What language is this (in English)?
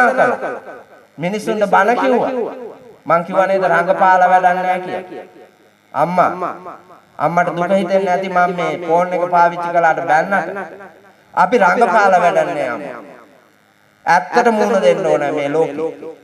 Sinhala